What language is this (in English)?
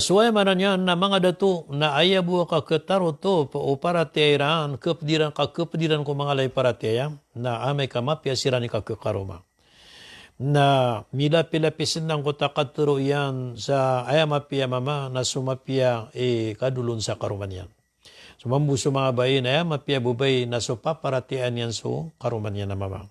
Maranao